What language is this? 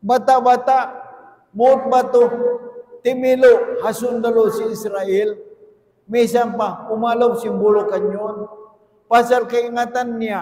Tausug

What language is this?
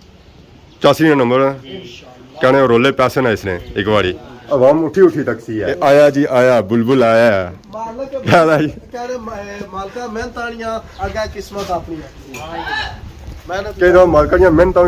Pahari-Potwari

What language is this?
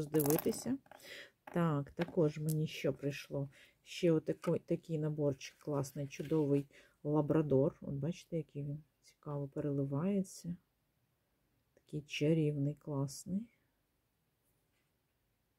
Ukrainian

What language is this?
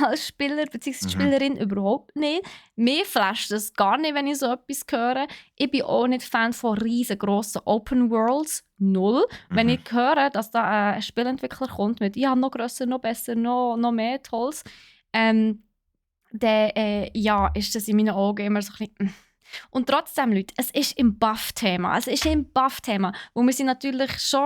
Swiss German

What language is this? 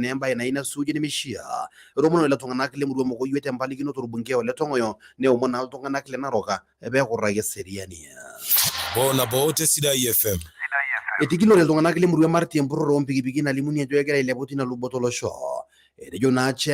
Masai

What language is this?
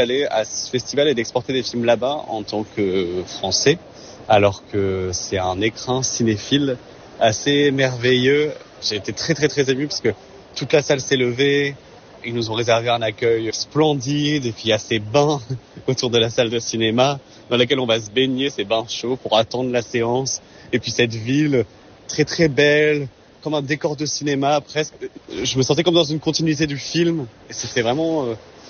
French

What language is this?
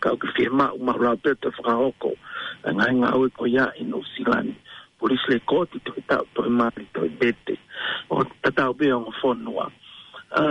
Tongan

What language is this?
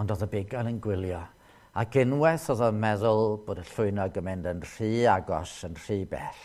Welsh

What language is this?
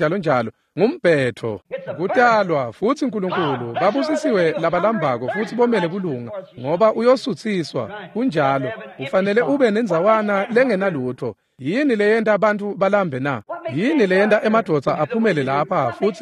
Swati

